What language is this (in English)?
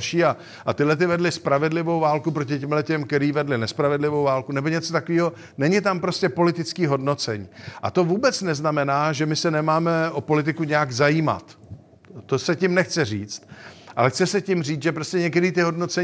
Czech